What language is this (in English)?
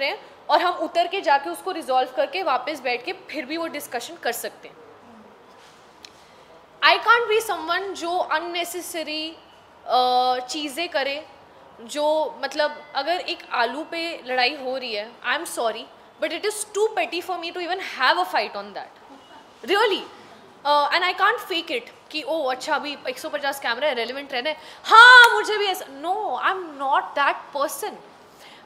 Hindi